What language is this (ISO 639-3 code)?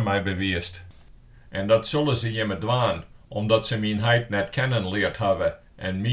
fry